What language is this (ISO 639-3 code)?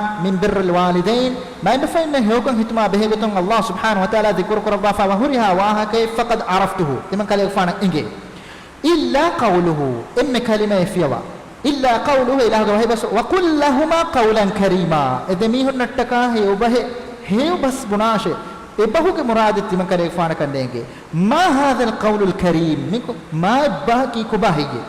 div